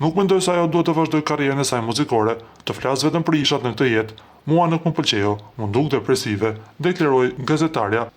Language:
Albanian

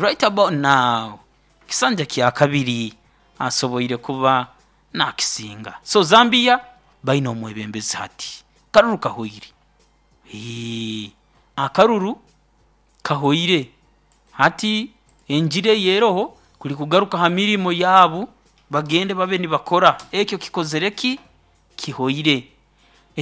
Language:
Nyoro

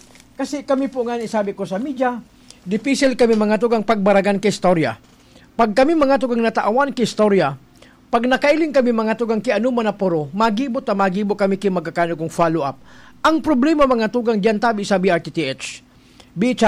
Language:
Bikol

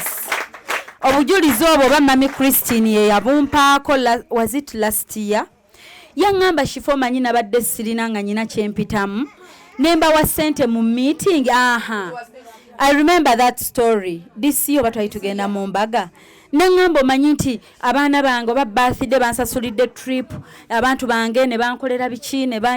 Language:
Ganda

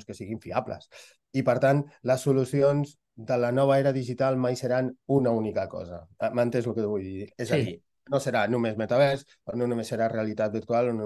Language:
Catalan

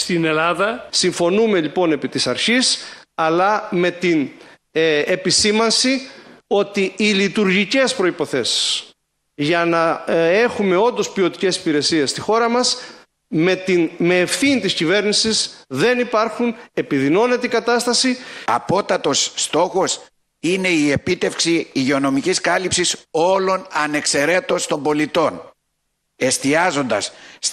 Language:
Greek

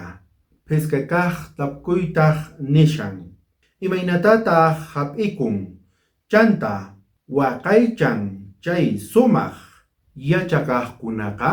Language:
South Bolivian Quechua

